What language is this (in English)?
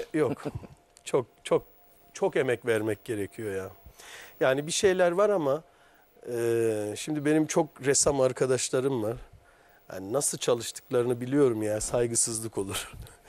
Turkish